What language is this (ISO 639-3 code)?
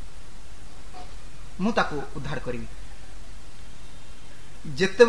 ori